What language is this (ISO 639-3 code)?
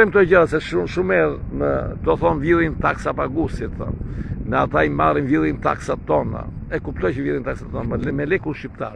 sqi